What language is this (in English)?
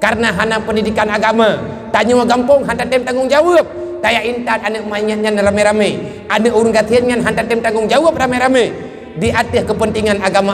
Achinese